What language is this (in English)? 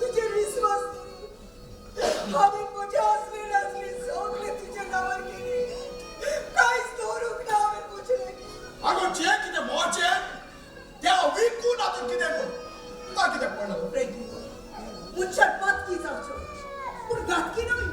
Konkani